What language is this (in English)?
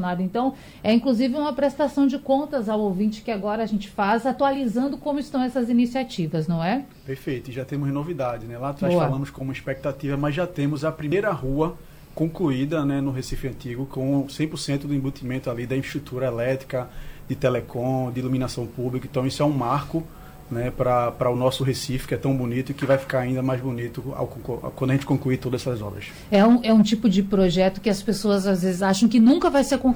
Portuguese